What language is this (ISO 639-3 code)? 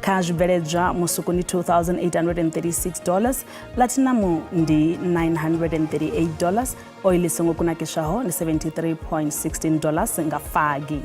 ven